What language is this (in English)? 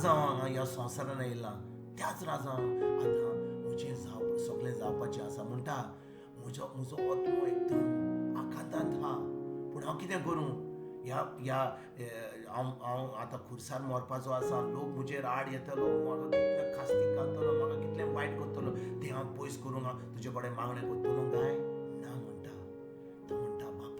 Konkani